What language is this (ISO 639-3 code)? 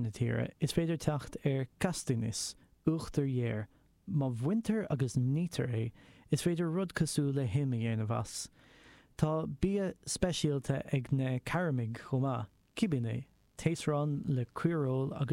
gle